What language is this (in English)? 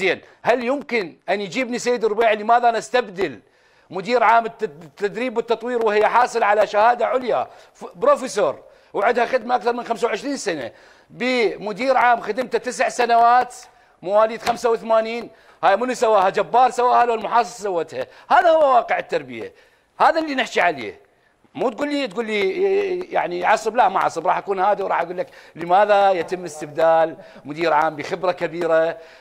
Mesopotamian Arabic